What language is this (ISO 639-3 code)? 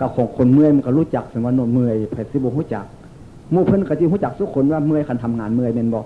tts